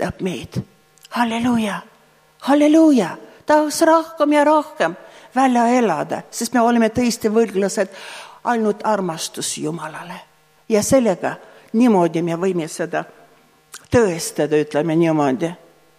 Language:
Estonian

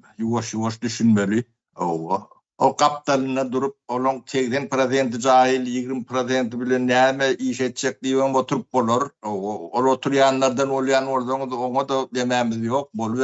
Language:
Turkmen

